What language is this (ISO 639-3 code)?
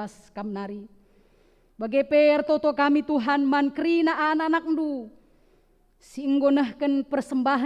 btx